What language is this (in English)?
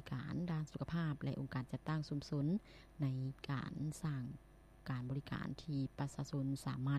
Lao